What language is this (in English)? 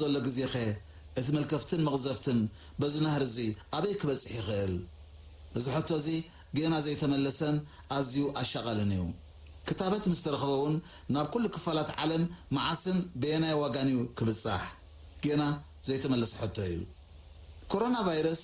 Tigrinya